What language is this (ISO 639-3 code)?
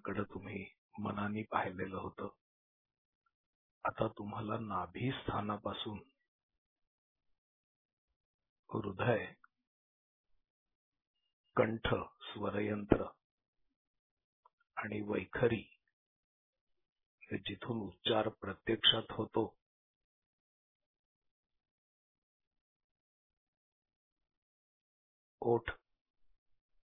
mar